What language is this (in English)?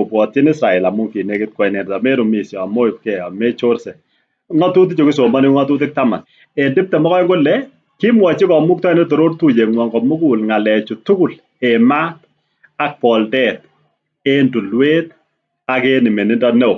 Kalenjin